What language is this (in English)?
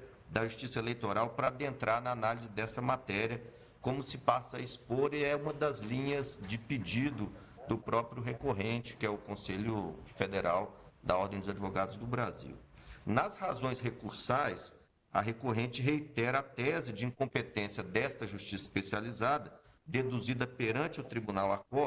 Portuguese